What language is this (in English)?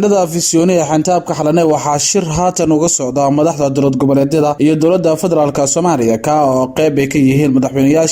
Somali